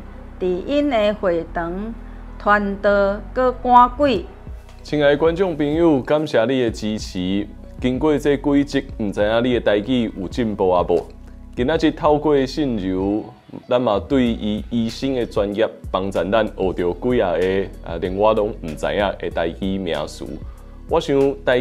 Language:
Min Nan Chinese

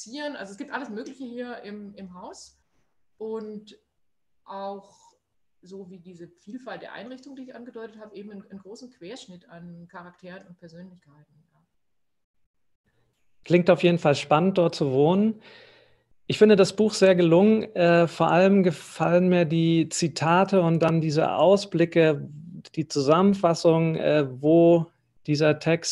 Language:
German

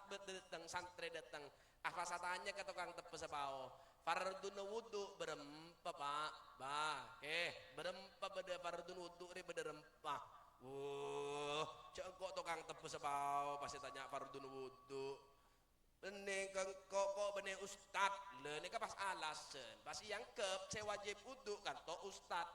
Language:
Madurese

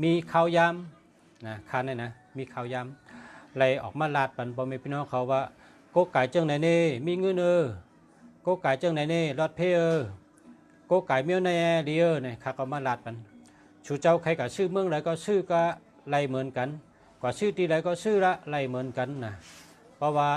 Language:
Shan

